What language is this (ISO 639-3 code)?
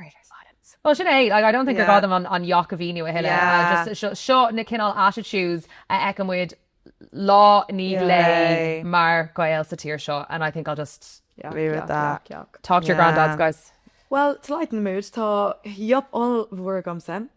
gle